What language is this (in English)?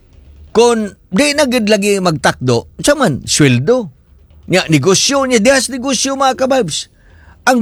Cebuano